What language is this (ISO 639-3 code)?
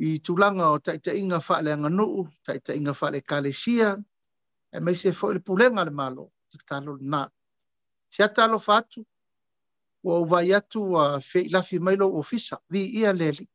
smo